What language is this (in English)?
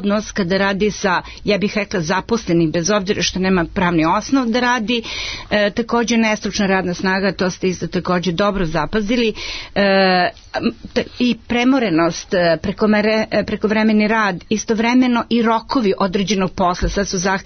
Serbian